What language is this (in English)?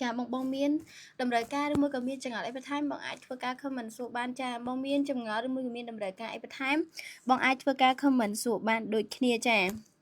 Khmer